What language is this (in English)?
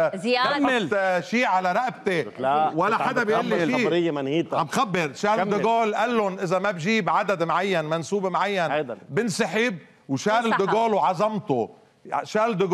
North Levantine Arabic